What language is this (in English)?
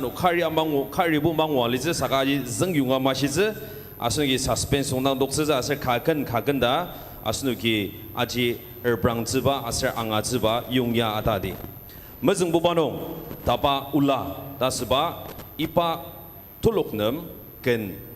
Ao Naga